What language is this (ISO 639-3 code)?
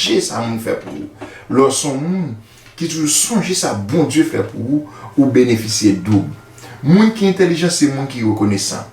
hat